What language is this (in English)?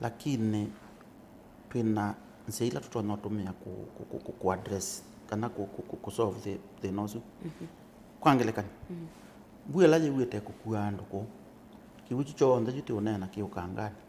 Kamba